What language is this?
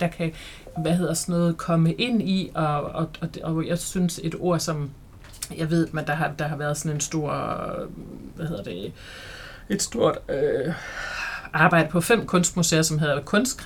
Danish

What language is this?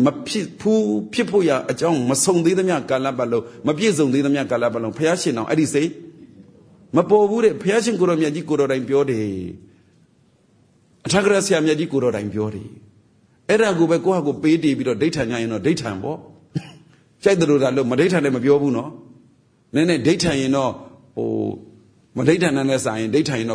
Burmese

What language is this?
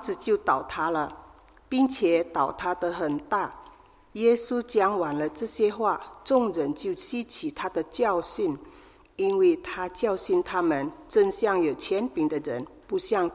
Chinese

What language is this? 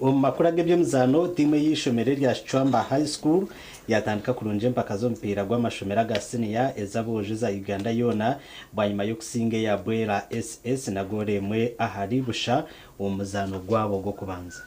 Nyankole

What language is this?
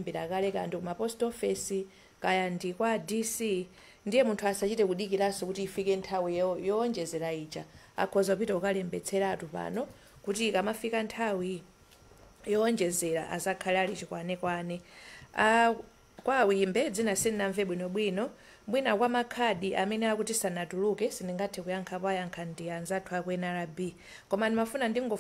Nyanja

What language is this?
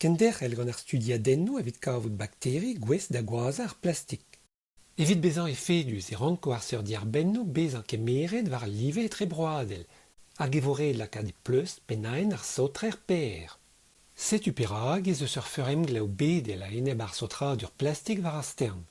Breton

